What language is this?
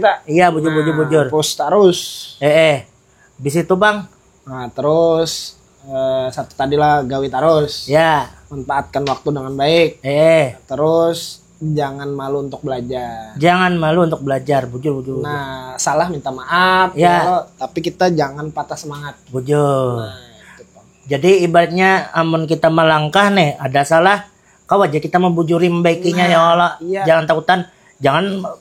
Banjar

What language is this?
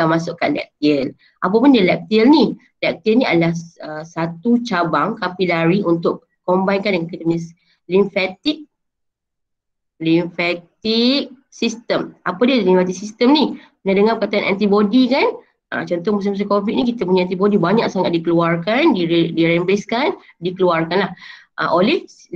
Malay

